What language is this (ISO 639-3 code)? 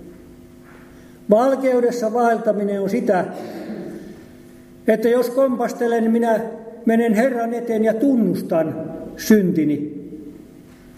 fin